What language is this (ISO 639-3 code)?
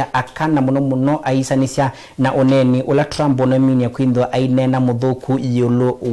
kam